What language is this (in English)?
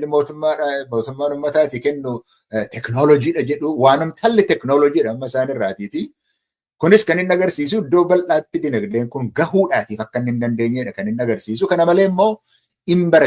Oromo